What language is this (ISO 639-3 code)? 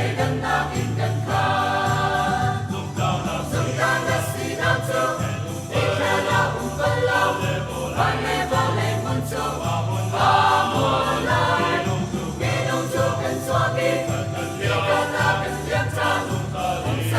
cnh